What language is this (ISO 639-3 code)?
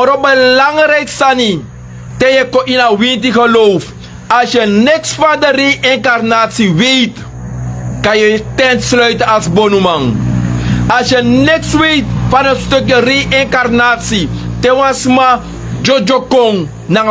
srn